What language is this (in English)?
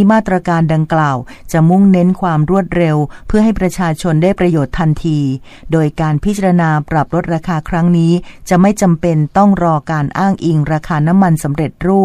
Thai